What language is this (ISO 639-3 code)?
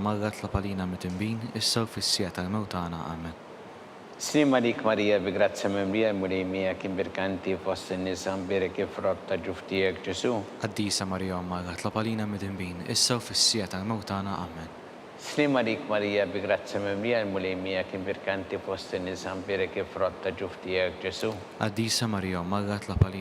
mlt